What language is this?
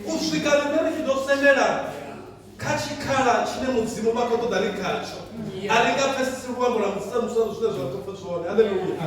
Venda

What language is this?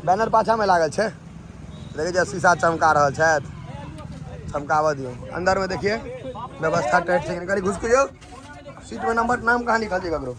Maithili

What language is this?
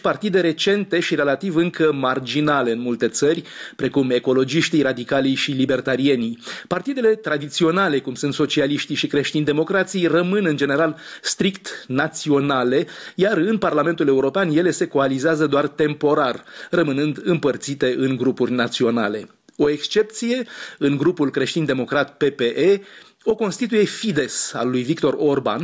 Romanian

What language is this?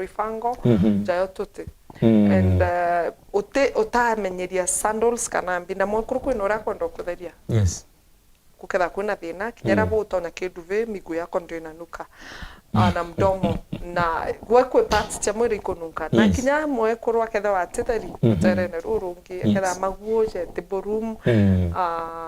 Meru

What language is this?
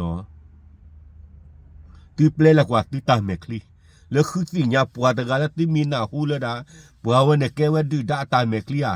S'gaw Karen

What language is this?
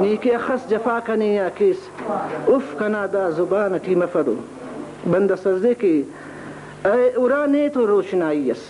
Brahui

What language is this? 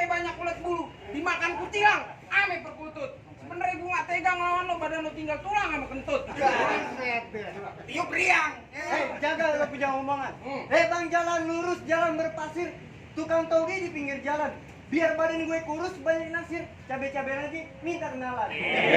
Betawi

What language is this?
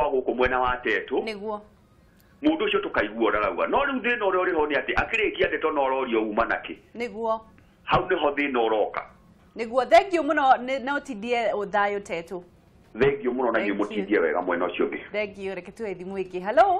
Kikuyu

